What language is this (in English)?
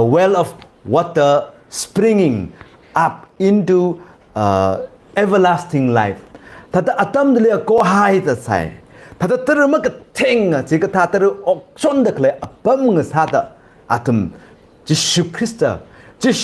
Tangkhul Naga (India)